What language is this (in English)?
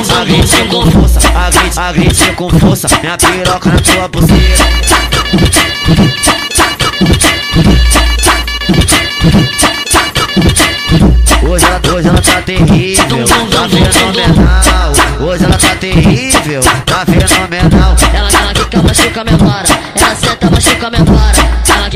Portuguese